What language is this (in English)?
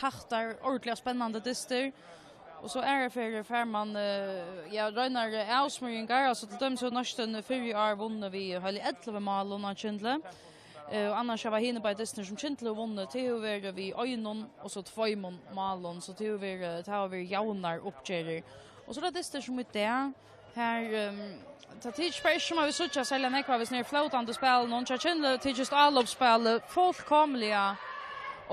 Faroese